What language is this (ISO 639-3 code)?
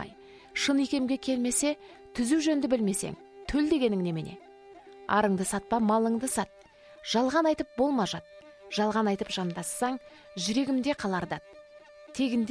kaz